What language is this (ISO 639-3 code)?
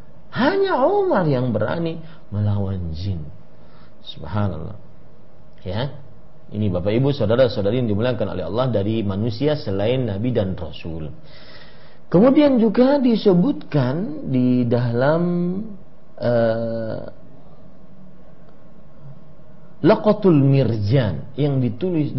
ind